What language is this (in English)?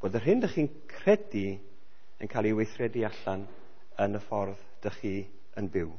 Welsh